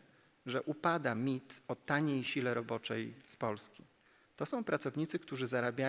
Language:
Polish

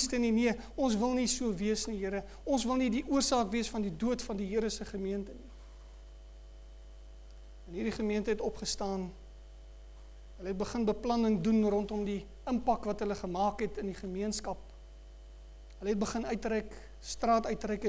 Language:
Afrikaans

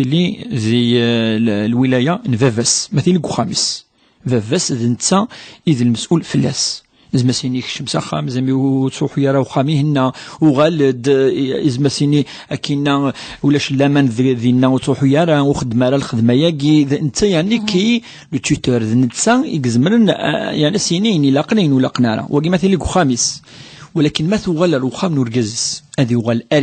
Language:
Kabyle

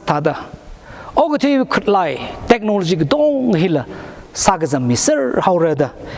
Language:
Tangkhul Naga (India)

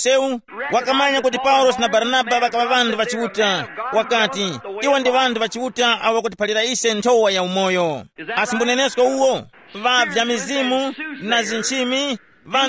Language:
Tumbuka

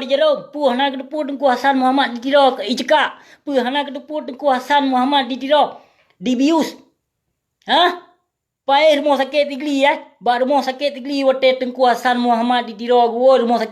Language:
Achinese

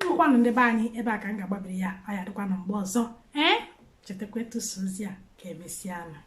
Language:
Igbo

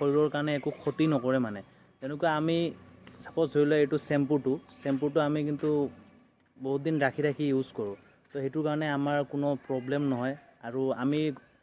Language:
Assamese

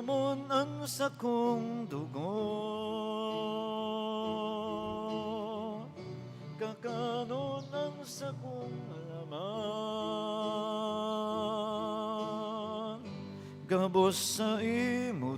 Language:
Bikol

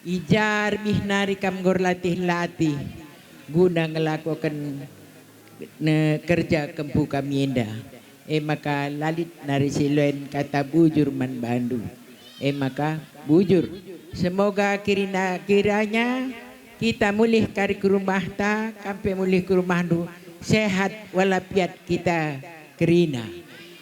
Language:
Batak Karo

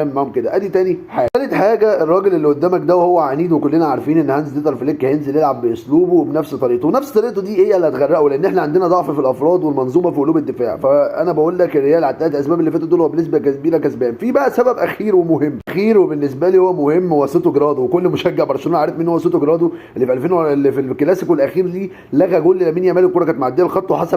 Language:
Egyptian Arabic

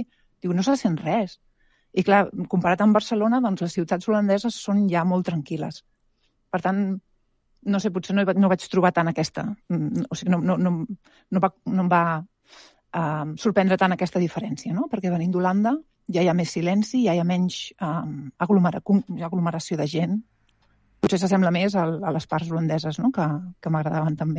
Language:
Catalan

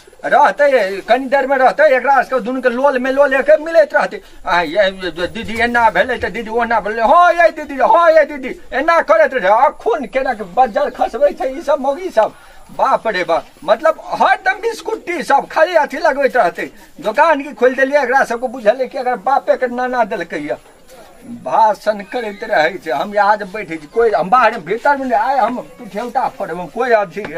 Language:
Maithili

